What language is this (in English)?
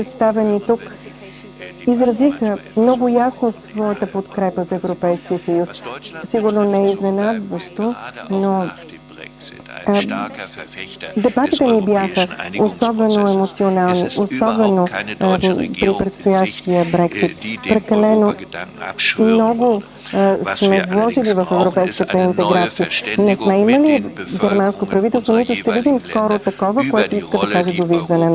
Bulgarian